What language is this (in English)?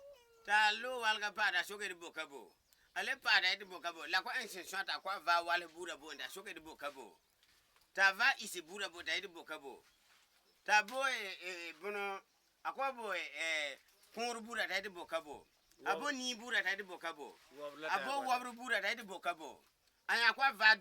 Frafra